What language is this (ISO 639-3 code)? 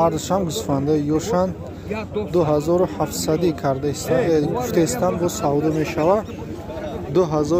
tgk